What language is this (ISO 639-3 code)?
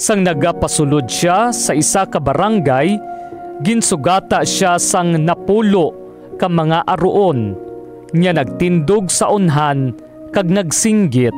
hil